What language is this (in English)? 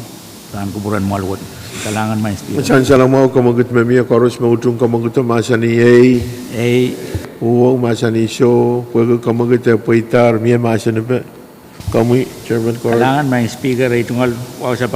Pohnpeian